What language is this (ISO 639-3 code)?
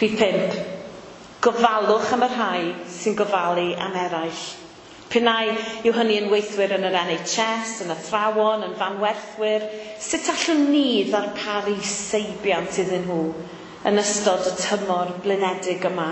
cym